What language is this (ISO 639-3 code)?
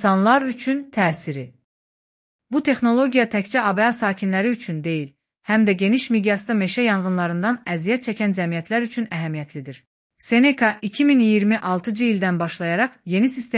aze